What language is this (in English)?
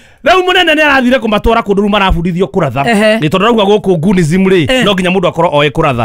Kikuyu